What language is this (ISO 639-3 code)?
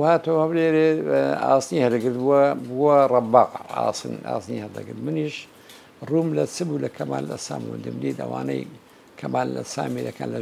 ckb